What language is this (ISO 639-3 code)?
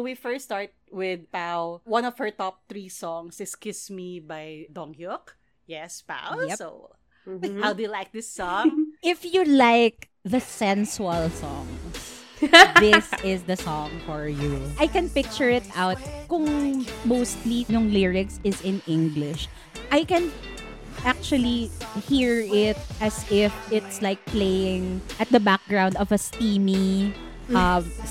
fil